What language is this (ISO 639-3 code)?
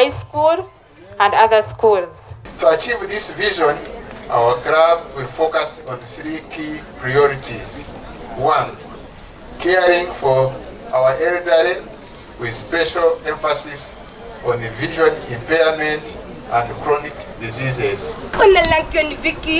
nyn